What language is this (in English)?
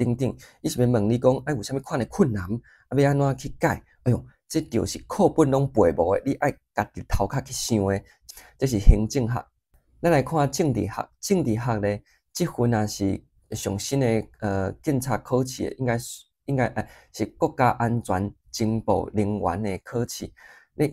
Min Nan Chinese